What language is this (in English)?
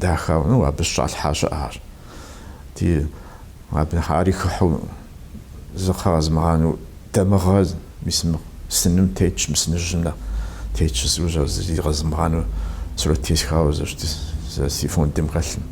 Kabardian